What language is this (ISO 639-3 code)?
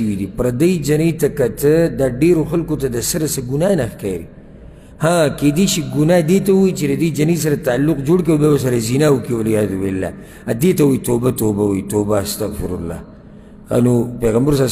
pus